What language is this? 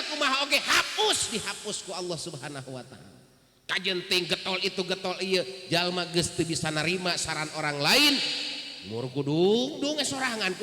Sundanese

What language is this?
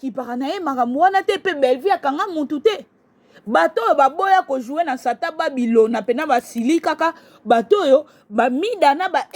Lingala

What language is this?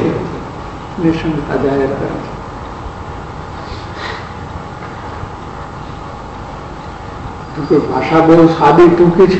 Gujarati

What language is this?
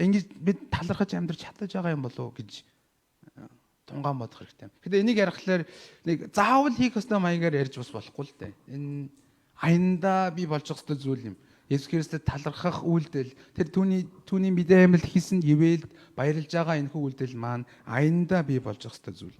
Mongolian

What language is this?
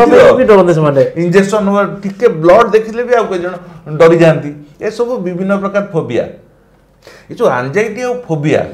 Odia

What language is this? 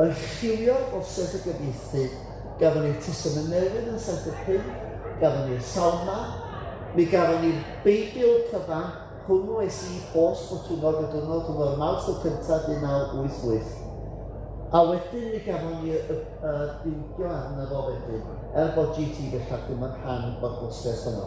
Welsh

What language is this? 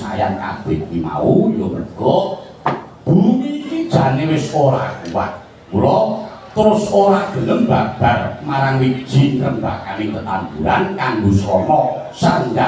Javanese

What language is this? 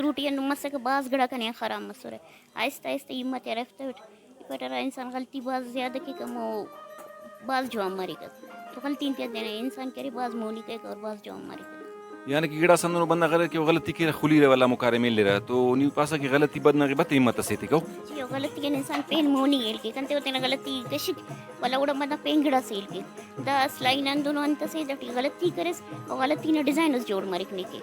Brahui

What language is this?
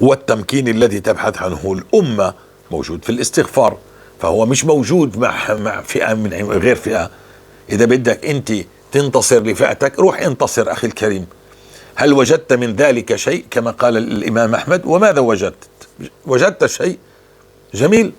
North Levantine Arabic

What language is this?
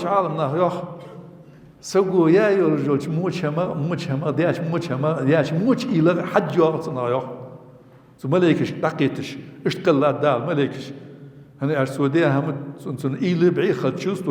Ingush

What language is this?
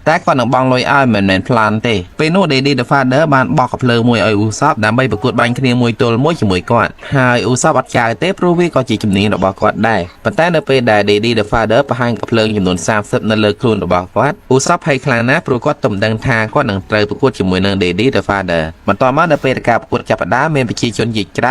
Khmer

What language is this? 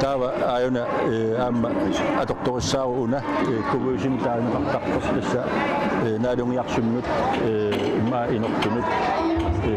Kalaallisut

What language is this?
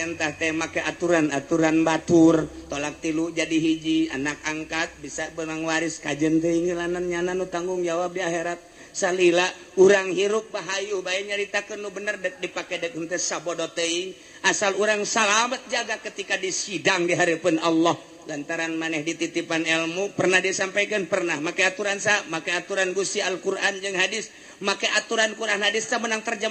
Sundanese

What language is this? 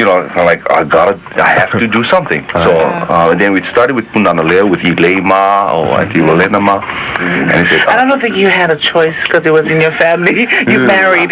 Hawaiian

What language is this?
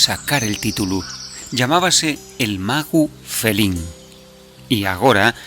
Asturian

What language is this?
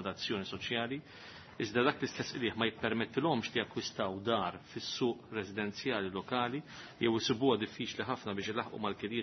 Maltese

